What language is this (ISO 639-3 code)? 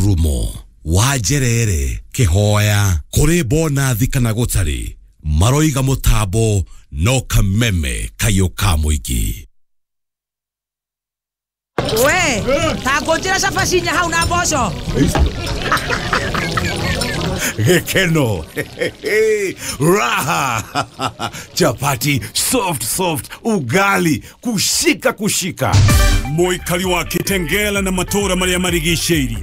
kik